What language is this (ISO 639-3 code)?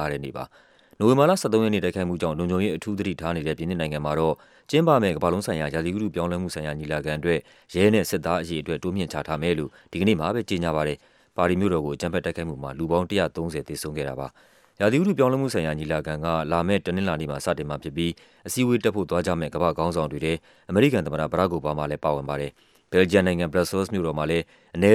mya